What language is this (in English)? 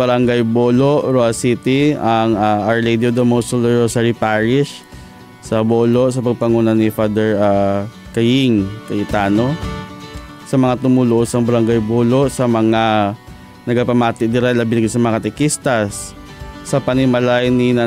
Hiligaynon